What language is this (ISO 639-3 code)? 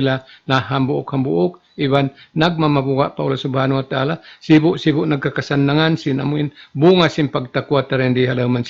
tsg